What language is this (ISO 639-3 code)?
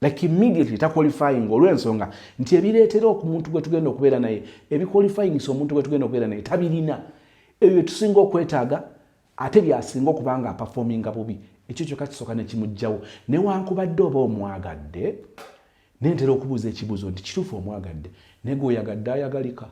lug